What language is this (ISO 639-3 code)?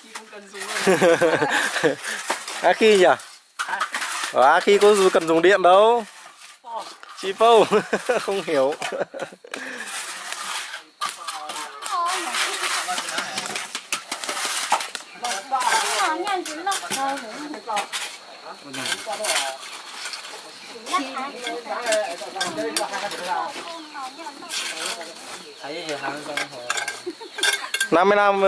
vie